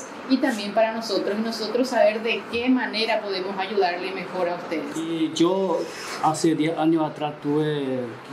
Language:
Spanish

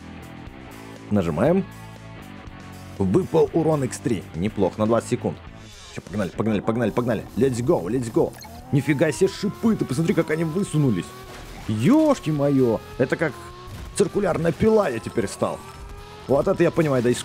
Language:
Russian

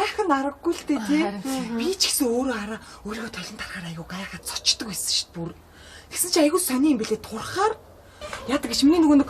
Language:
Mongolian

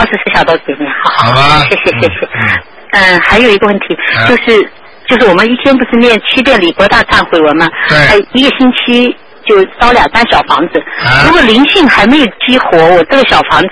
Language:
Chinese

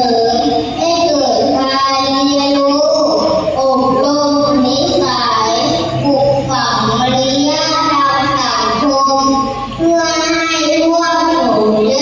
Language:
Lao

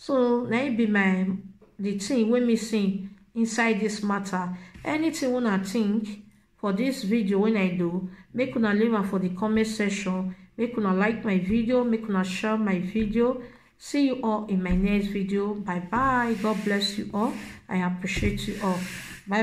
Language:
Nigerian Pidgin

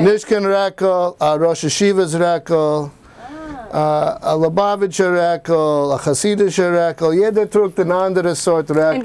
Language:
Yiddish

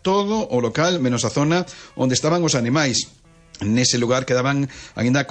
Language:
Galician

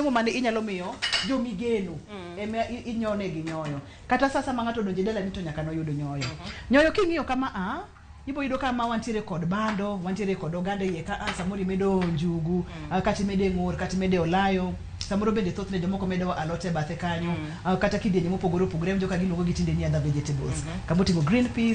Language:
Luo (Kenya and Tanzania)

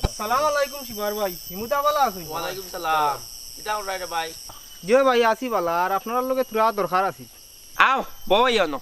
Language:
Sylheti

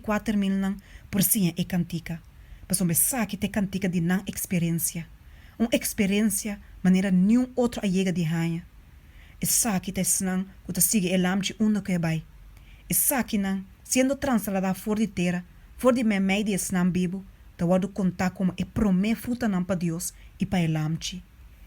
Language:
Papiamento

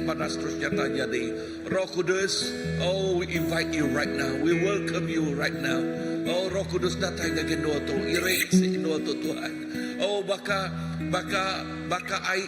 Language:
Iban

